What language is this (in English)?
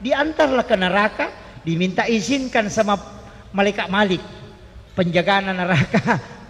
Buginese